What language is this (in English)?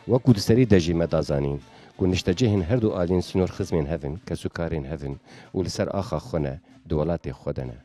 Kurdish